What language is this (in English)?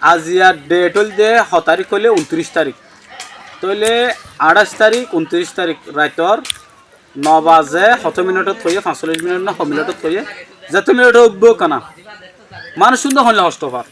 Rohingya